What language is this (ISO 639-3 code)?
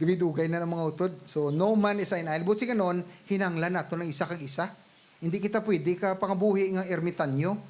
hil